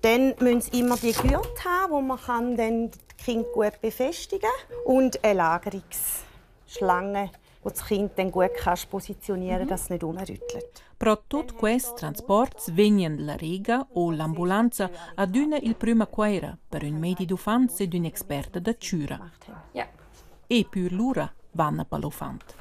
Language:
Romansh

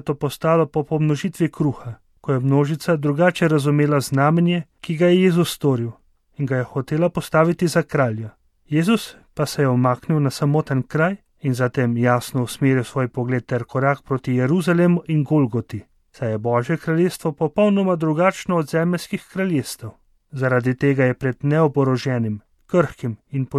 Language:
Slovenian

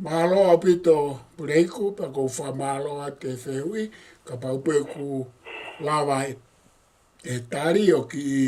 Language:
Tongan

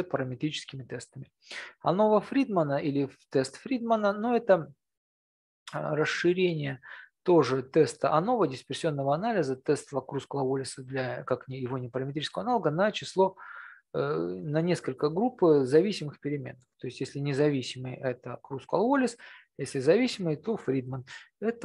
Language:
Russian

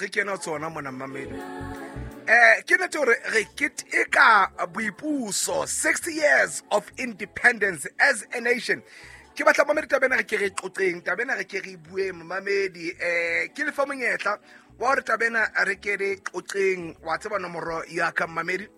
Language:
Southern Sotho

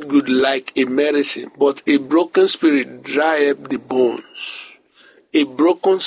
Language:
Bislama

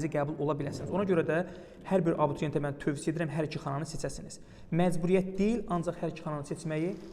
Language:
Azerbaijani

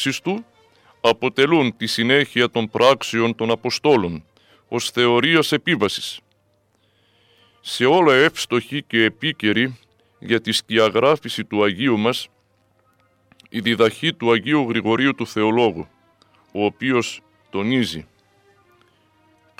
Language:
Greek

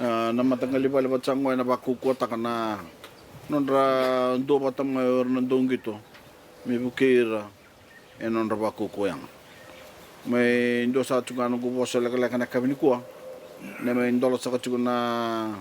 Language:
Fijian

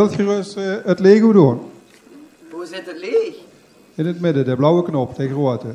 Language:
Limburgish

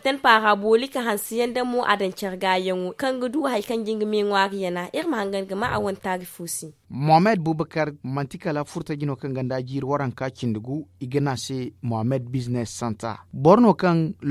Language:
Zarma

